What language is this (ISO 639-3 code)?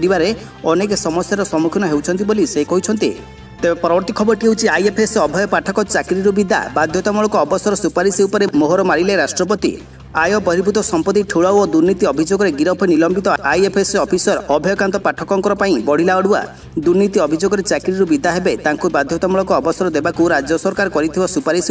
ori